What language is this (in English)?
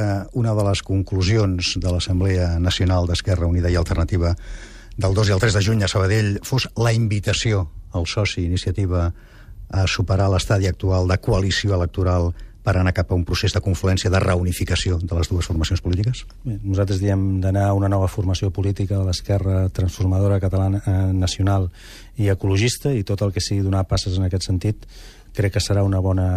Catalan